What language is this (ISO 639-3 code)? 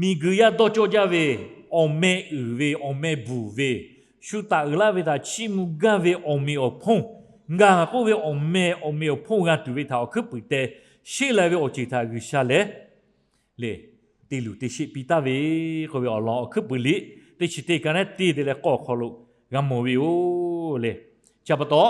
lhu